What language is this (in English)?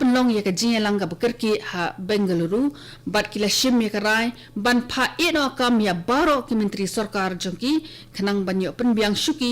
Khasi